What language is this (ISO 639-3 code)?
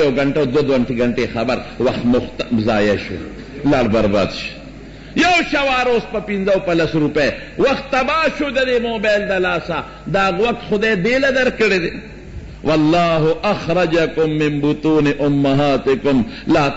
pus